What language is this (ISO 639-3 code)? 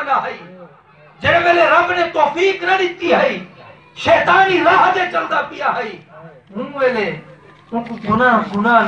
skr